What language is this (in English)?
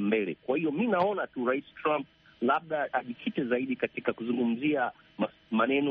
Swahili